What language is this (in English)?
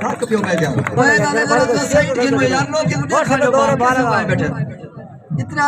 Saraiki